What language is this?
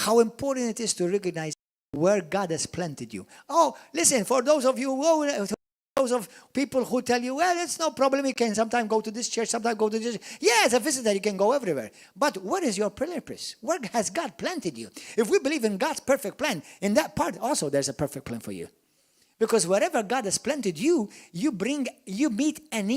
English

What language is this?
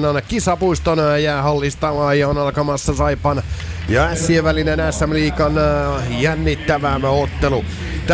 Finnish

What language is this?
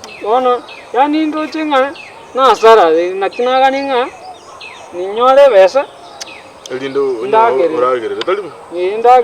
Gusii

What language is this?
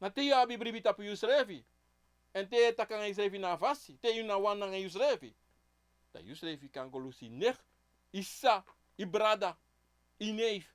Sranan Tongo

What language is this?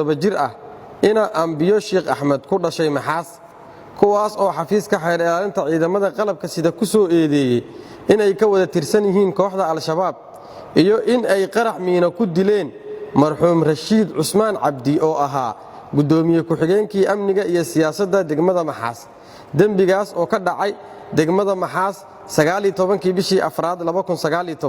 Somali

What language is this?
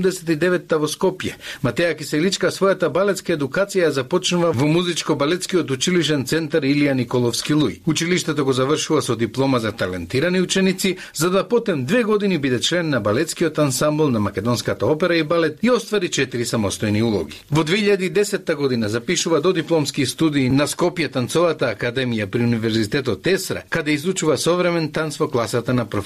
Macedonian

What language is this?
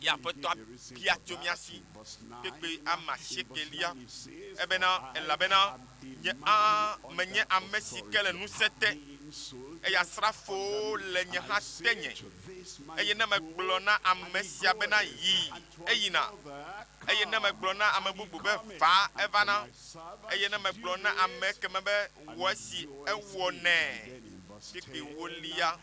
Ewe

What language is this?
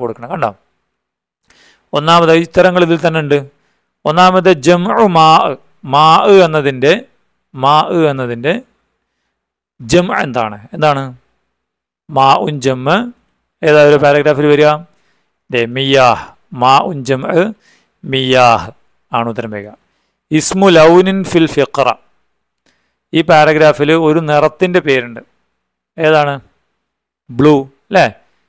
Malayalam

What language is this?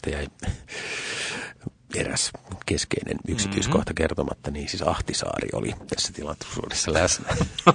Finnish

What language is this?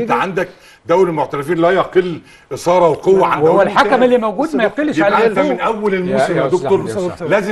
Egyptian Arabic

